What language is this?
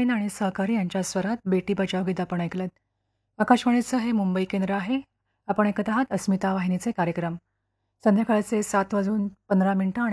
Marathi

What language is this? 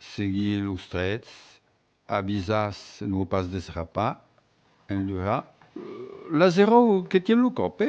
Occitan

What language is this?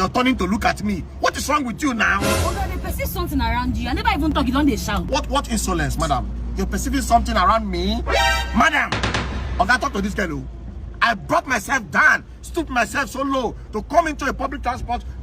Nigerian Pidgin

